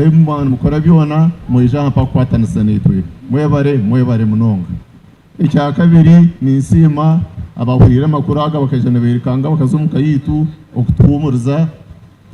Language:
Nyankole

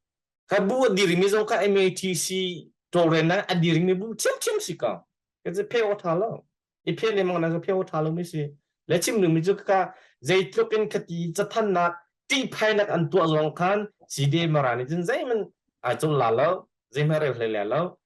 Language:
Hakha Chin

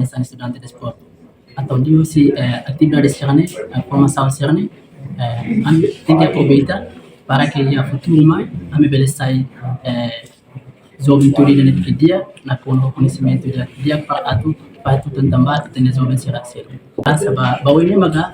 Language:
Tetum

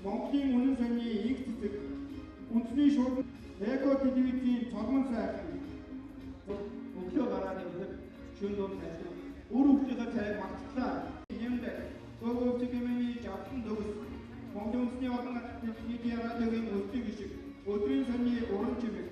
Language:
Mongolian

